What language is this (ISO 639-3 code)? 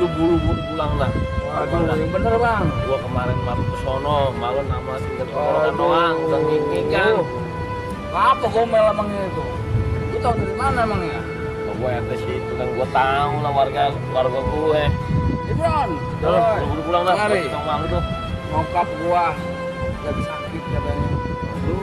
bew